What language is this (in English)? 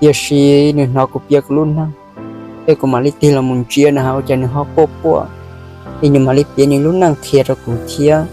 Hmong